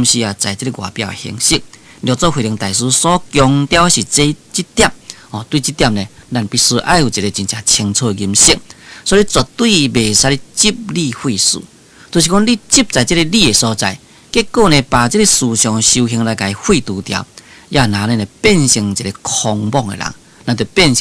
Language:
Min Nan Chinese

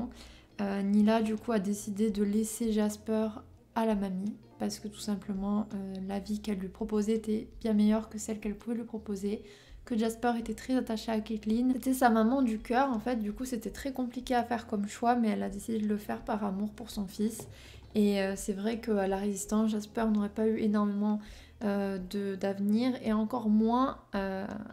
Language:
French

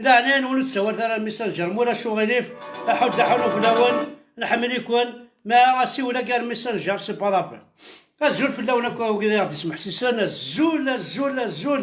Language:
Kabyle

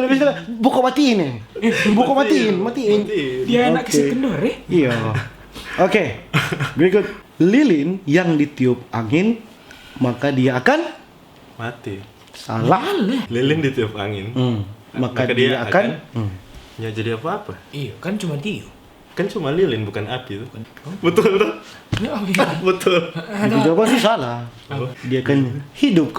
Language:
Manado Malay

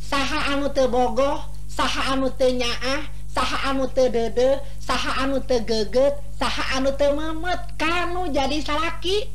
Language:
Sundanese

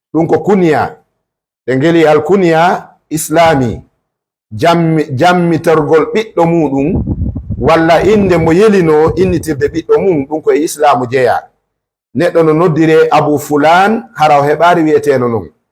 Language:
Fula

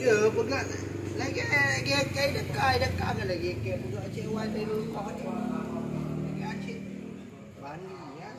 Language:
Achinese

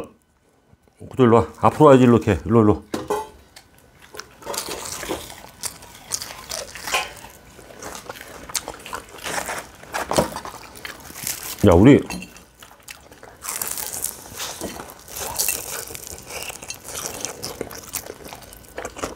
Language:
Korean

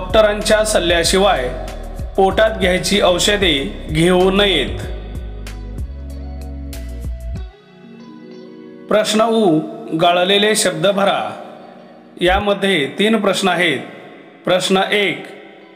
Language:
Marathi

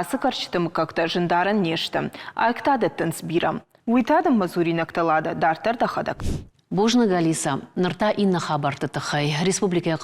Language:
Ossetic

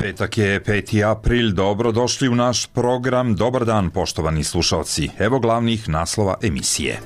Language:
Croatian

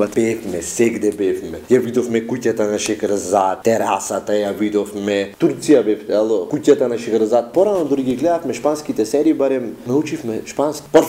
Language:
Macedonian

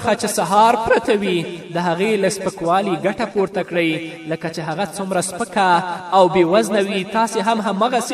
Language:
Pashto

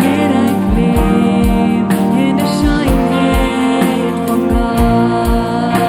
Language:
Plautdietsch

